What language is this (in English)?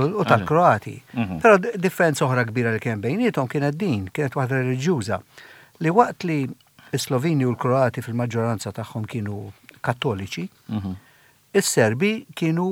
Maltese